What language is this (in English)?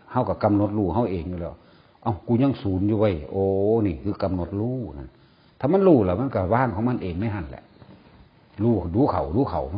Northeastern Thai